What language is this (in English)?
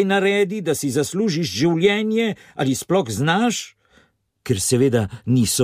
Slovenian